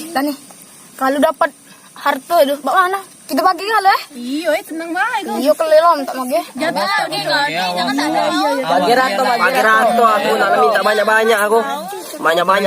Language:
Musi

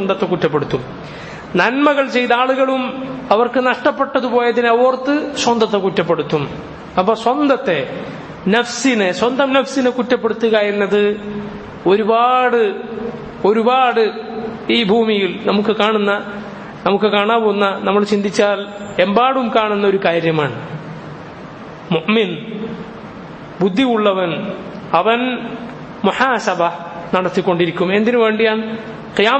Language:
Malayalam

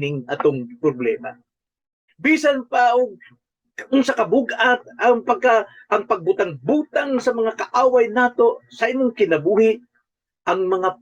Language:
Cebuano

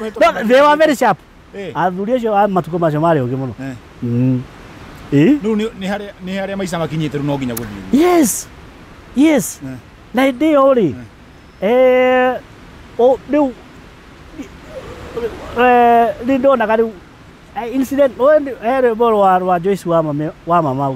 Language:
Kikuyu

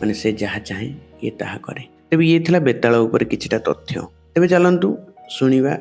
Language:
Odia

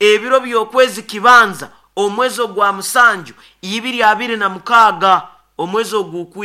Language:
Nyoro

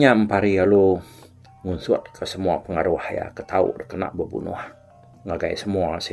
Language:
Iban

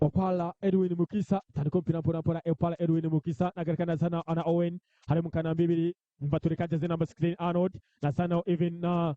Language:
Nyankole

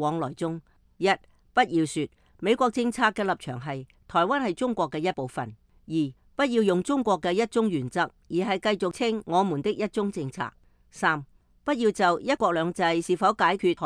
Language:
Cantonese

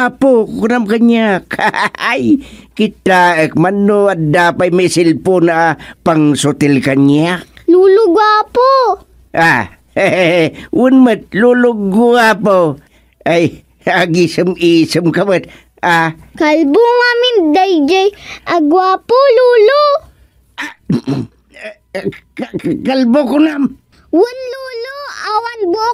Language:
Iloko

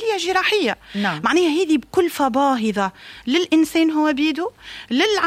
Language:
Tunisian Arabic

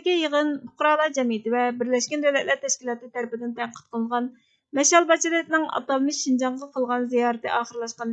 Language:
Uyghur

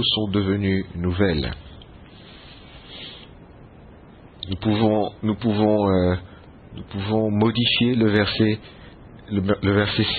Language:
French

